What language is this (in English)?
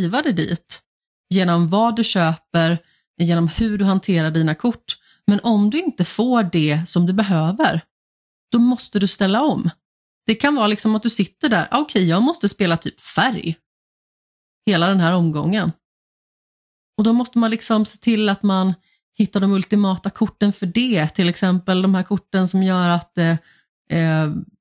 Swedish